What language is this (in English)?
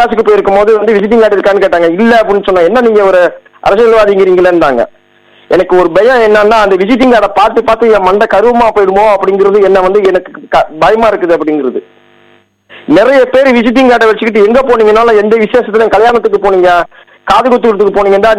Tamil